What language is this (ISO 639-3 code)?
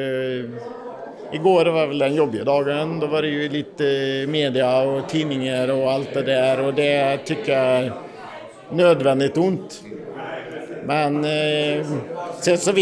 swe